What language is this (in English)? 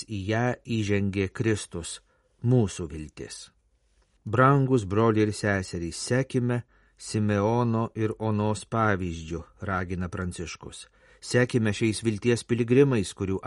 Lithuanian